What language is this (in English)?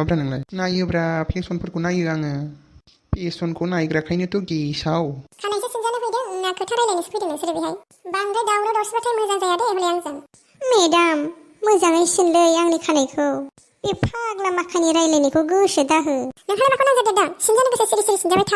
Bodo